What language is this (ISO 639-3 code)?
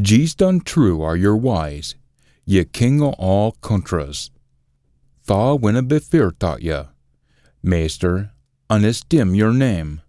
sco